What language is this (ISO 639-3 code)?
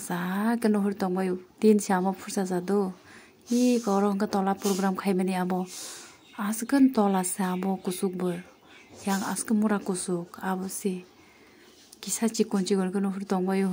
trp